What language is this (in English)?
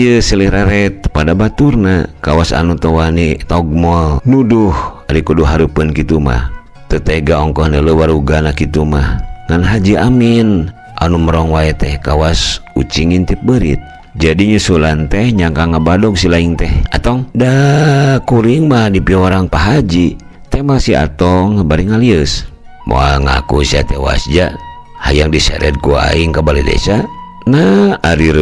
Sundanese